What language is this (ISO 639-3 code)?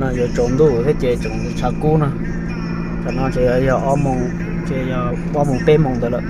hmn